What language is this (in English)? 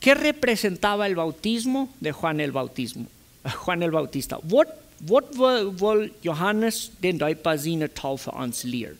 Plautdietsch